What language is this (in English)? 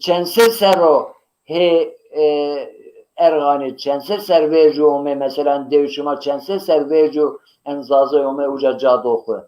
Zaza